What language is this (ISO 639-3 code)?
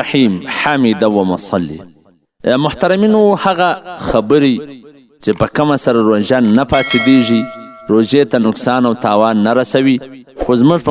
pus